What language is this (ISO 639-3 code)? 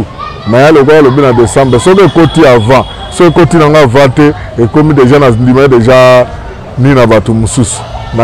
lin